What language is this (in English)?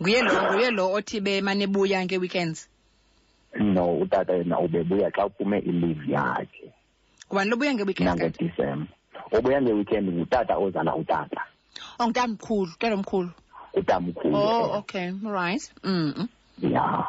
Xhosa